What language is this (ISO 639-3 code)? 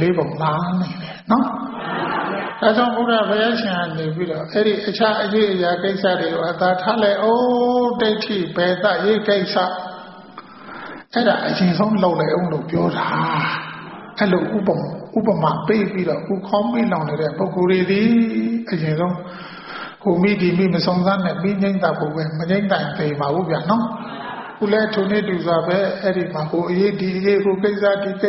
mya